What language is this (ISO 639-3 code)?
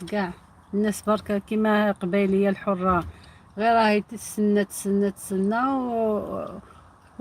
arq